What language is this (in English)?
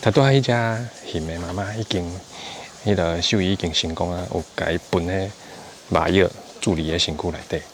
Min Nan Chinese